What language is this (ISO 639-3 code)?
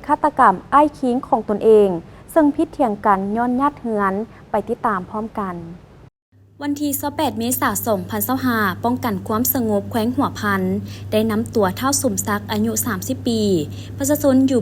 lao